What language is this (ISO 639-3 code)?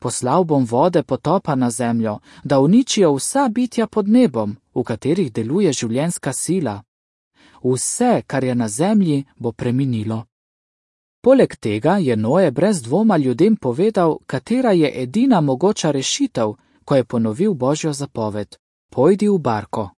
slv